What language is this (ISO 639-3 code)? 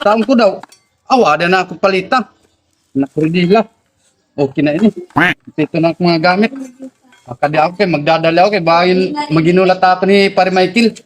war